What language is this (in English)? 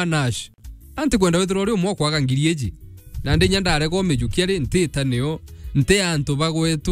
Meru